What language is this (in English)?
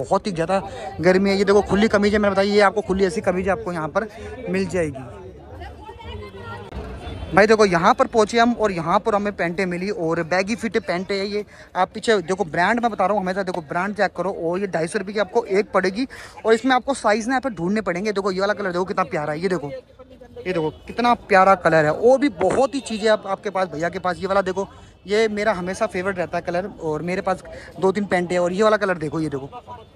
Hindi